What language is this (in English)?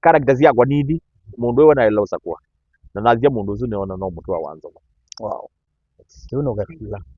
Kamba